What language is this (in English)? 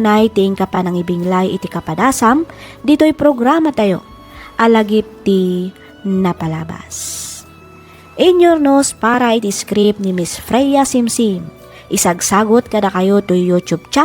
Iloko